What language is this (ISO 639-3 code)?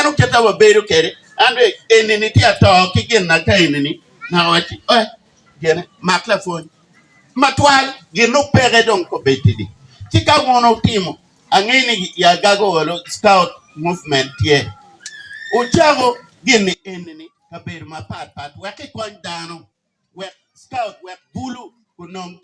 ach